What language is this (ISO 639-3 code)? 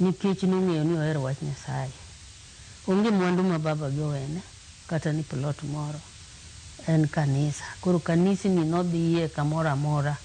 luo